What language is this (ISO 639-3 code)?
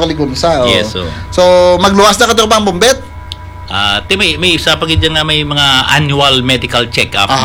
hil